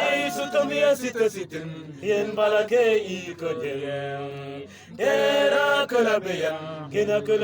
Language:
Mabaan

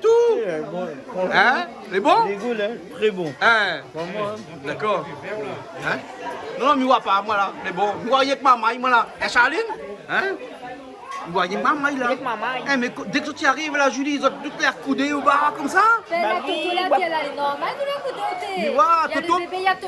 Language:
Réunion Creole French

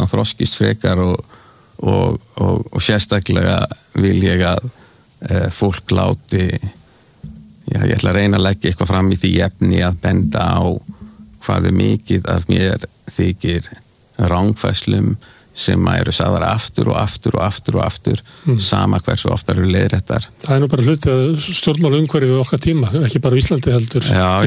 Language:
Icelandic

